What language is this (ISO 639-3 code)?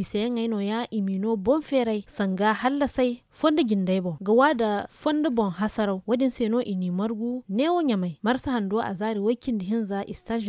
dje